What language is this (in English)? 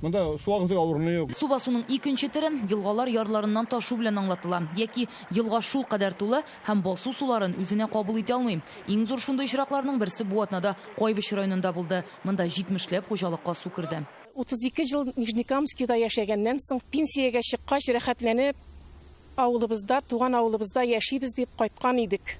Tatar